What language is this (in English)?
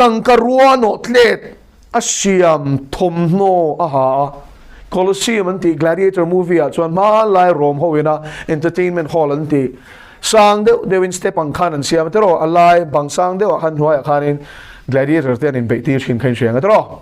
Mizo